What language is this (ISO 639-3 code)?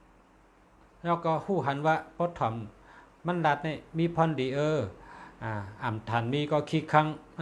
shn